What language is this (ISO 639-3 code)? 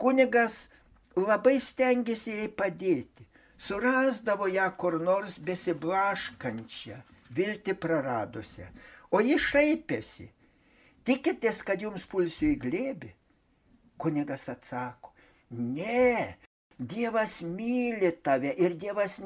lit